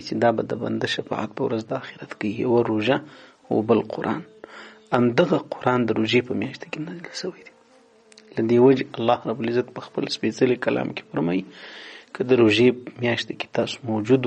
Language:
Pashto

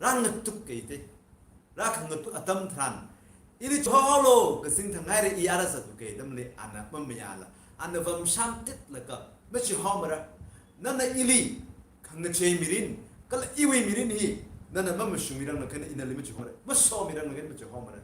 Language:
Tangkhul Naga (India)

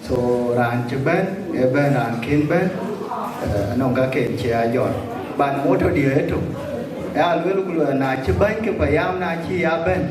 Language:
Dinka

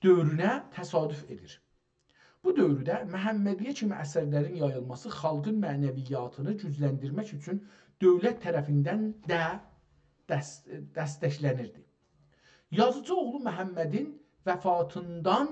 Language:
South Azerbaijani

